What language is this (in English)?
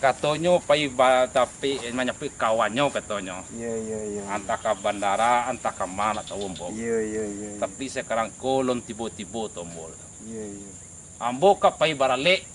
Minangkabau